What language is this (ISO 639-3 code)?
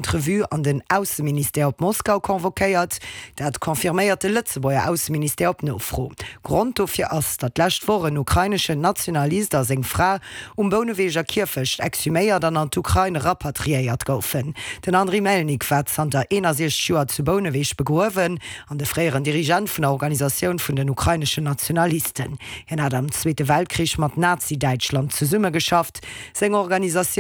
ltz